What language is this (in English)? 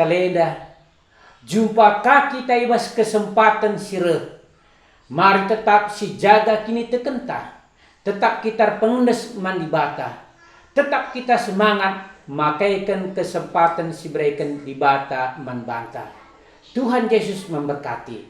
Batak Karo